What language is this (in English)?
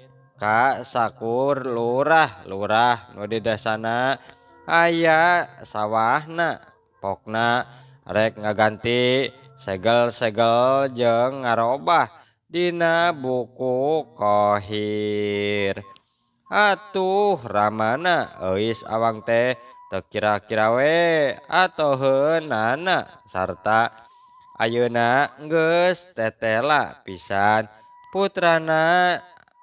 Sundanese